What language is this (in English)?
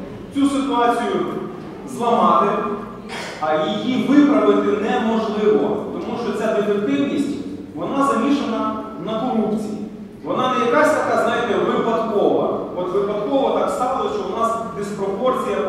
Ukrainian